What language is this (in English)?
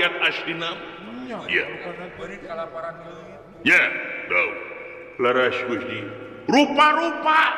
Sundanese